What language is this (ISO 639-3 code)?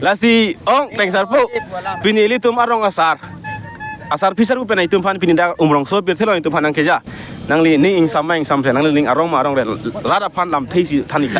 mjw